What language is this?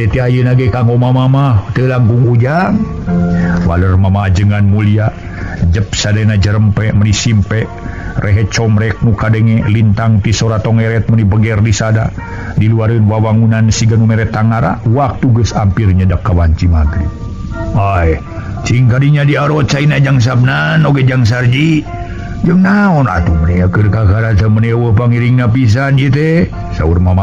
Sundanese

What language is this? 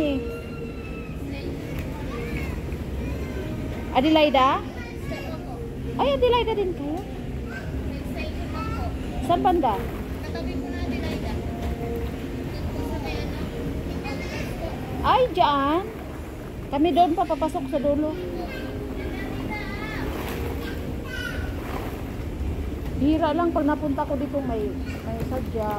Filipino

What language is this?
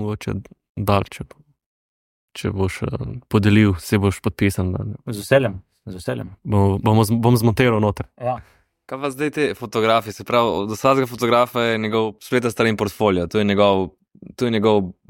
Slovenian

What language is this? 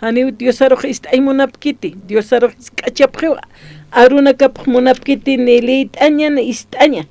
Aymara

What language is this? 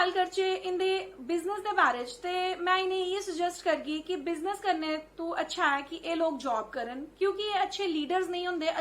Dogri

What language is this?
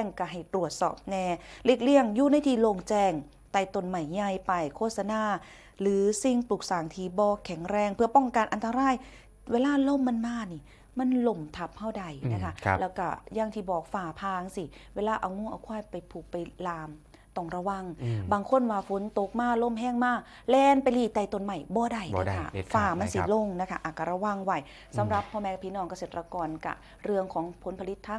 Northeastern Thai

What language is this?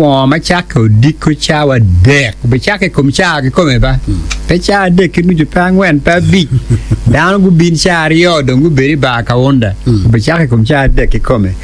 Acoli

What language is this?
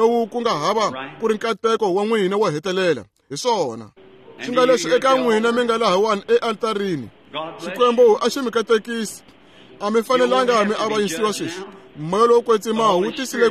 Tsonga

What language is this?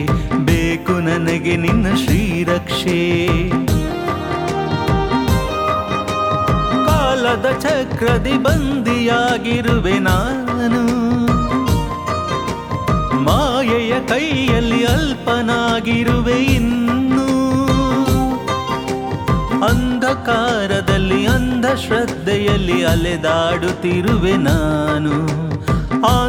Kannada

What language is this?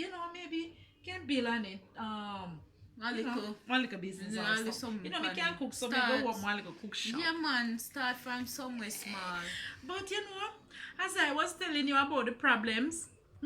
Jamaican Creole English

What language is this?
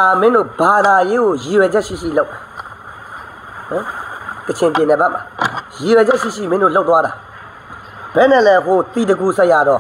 Burmese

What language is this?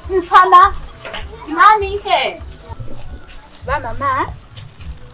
Swahili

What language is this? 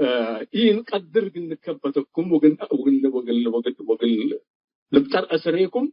Tigre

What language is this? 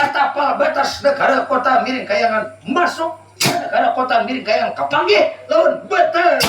Banjar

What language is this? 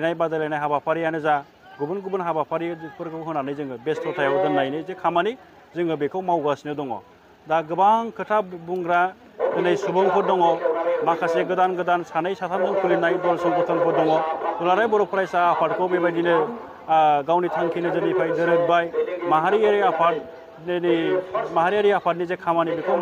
Bodo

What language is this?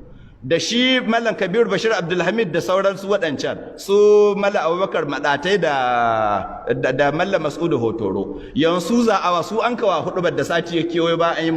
Hausa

